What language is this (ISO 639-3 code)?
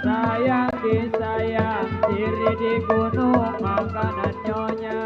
bew